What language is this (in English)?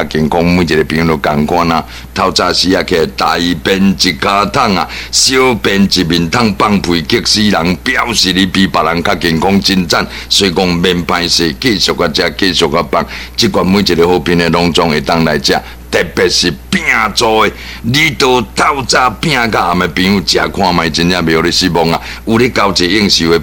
Min Nan Chinese